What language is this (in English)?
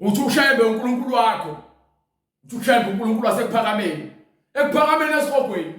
Zulu